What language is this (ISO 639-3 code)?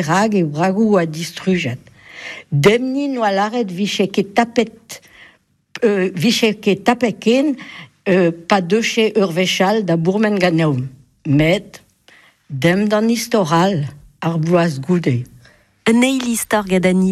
bre